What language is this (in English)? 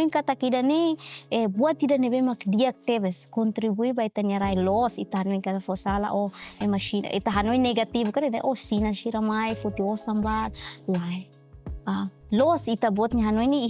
Tetum